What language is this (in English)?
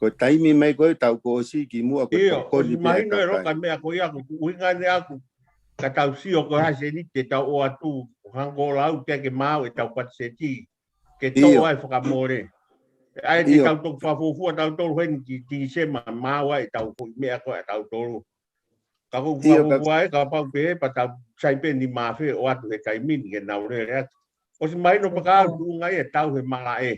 Tongan